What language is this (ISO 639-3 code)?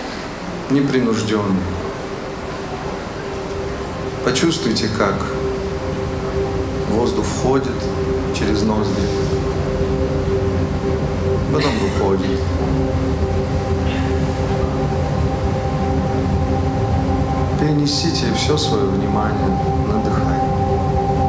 rus